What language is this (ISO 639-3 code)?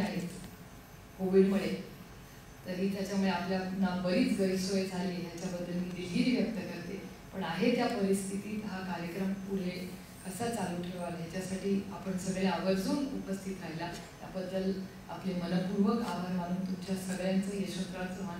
mar